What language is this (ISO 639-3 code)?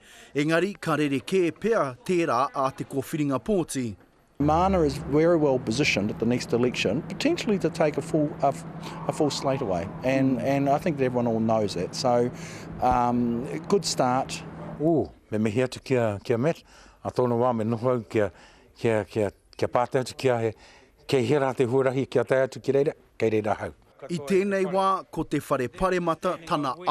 mri